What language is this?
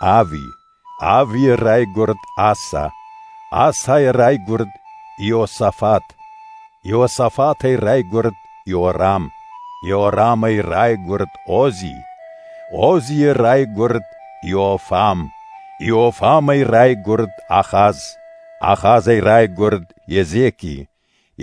Ossetic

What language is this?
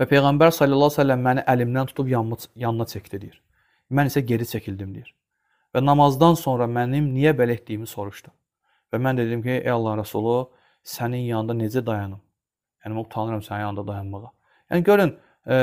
Azerbaijani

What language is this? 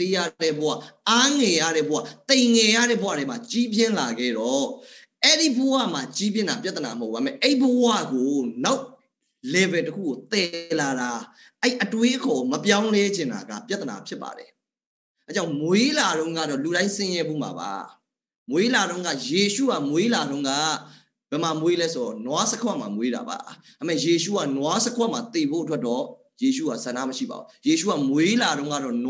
Burmese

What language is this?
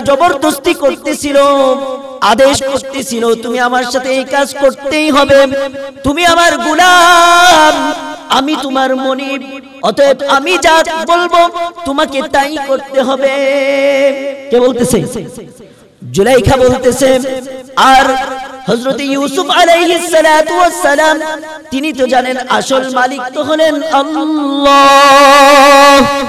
Bangla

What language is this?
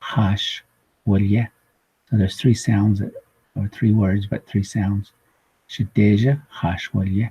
Navajo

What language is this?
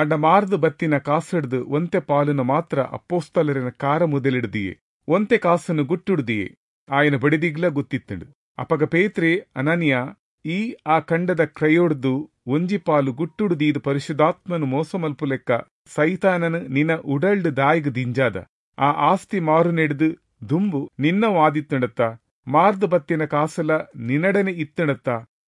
Tulu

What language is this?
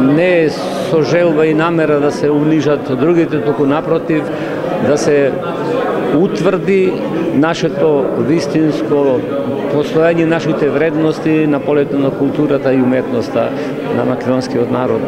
Macedonian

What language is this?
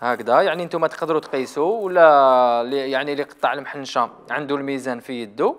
Algerian Arabic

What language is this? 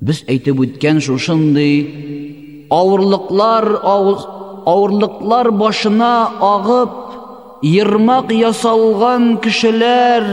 Tatar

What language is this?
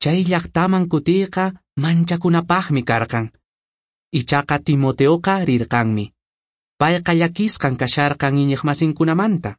Quechua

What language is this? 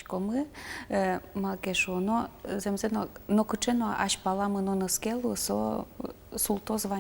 Udmurt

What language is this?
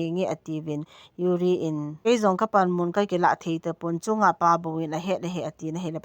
Thado Chin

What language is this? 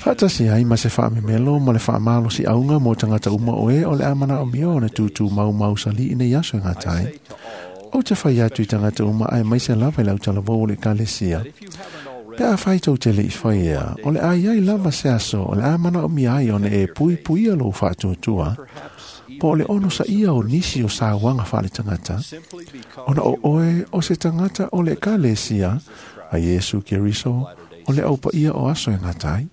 Samoan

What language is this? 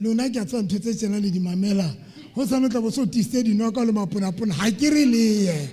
Southern Sotho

